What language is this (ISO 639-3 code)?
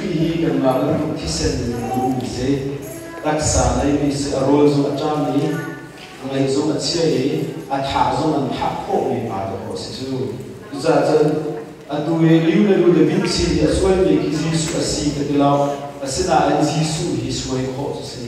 cnh